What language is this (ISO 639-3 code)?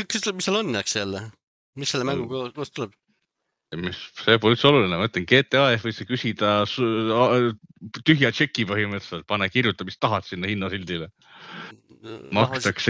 est